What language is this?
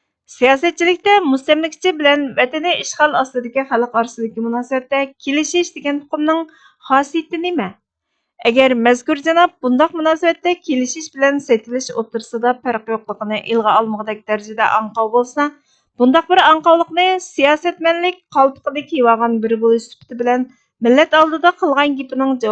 Uyghur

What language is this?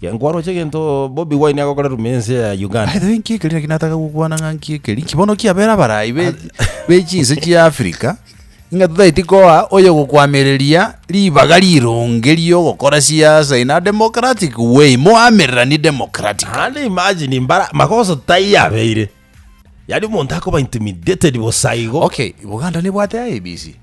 Gusii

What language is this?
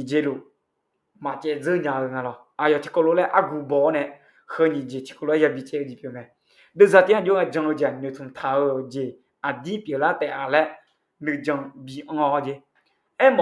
Akha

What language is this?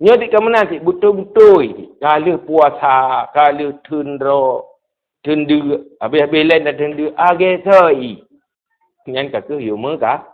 Achinese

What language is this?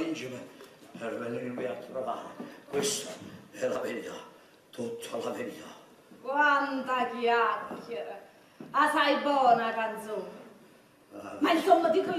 Neapolitan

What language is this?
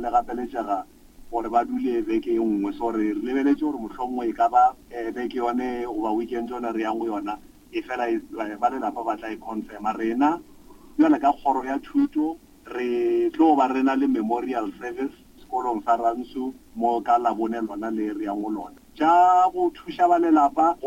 Northern Sotho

